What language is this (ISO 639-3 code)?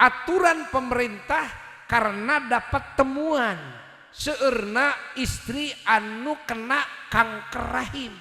sun